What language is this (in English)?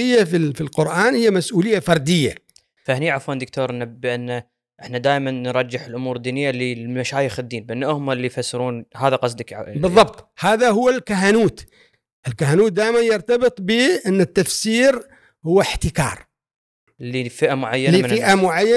Gulf Arabic